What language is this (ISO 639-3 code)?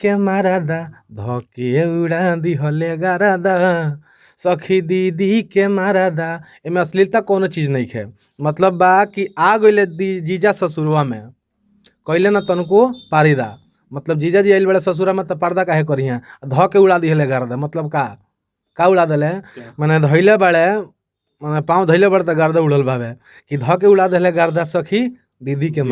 bho